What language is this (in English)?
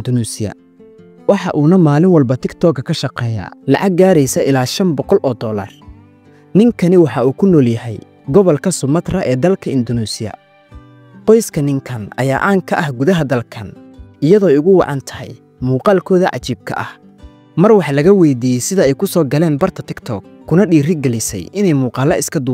Somali